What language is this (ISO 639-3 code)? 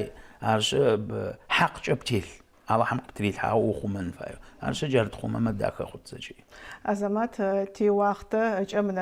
ady